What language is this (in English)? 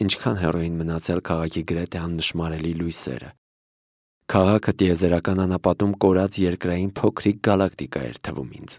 Armenian